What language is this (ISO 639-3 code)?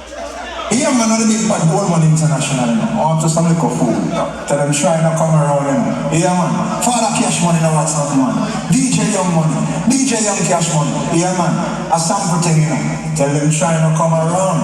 jam